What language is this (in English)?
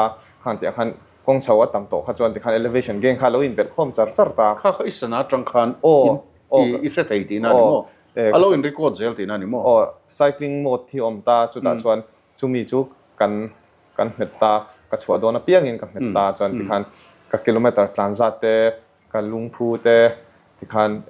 Mizo